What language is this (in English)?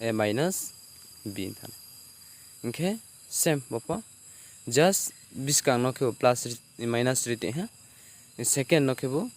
Riang (India)